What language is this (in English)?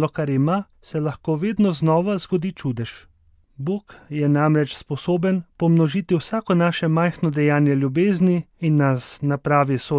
Slovenian